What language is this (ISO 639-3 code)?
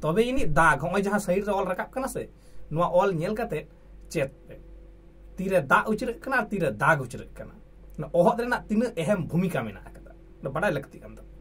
sat